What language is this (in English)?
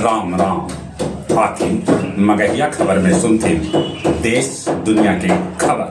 Magahi